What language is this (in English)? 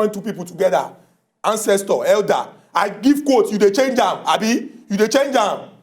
Nigerian Pidgin